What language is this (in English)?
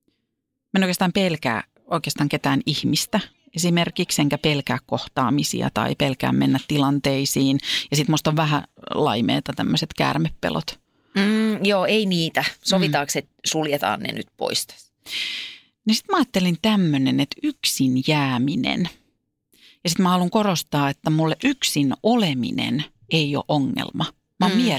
Finnish